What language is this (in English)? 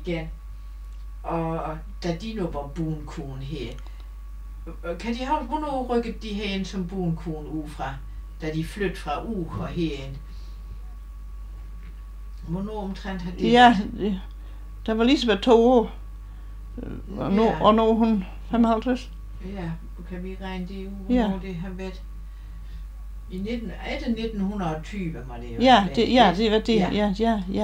Danish